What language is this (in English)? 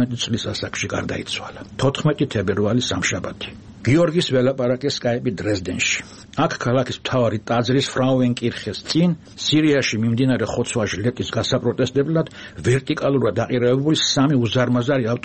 Georgian